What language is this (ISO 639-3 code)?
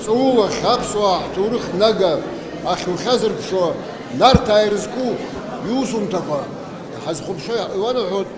abk